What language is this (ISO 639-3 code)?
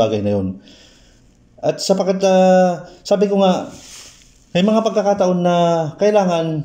fil